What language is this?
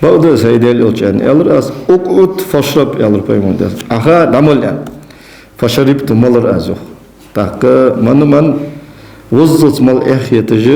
Ingush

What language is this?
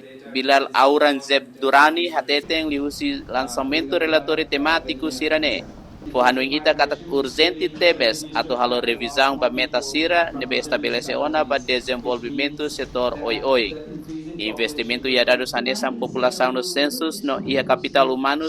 Tetum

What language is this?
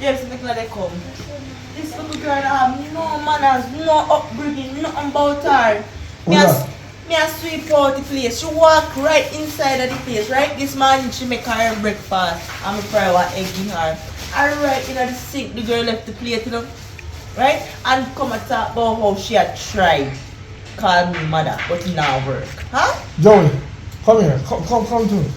Jamaican Creole English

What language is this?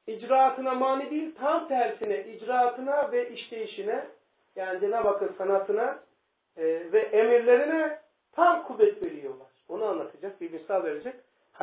Turkish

